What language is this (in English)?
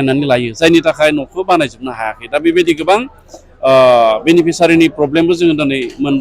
Bodo